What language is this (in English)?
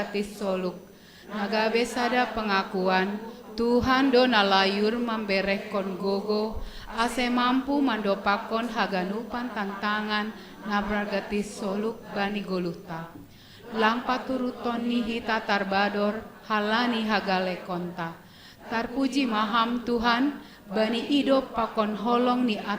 Batak Simalungun